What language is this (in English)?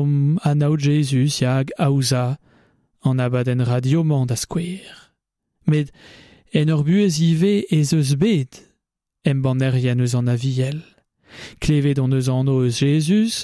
Breton